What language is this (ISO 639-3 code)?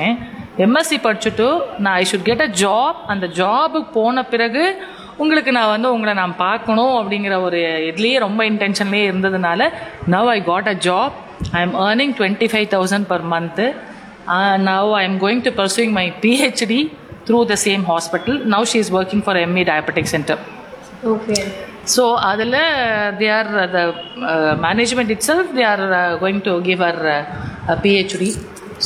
tam